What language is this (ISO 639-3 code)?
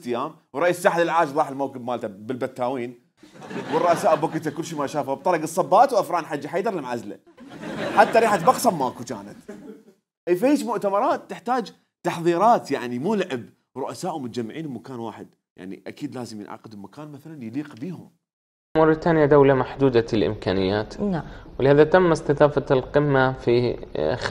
acm